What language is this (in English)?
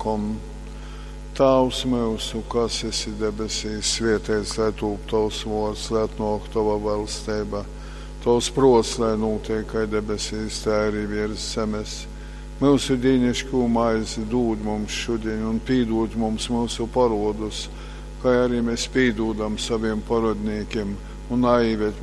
Latgalian